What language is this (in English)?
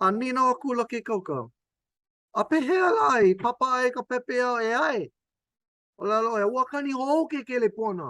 Hawaiian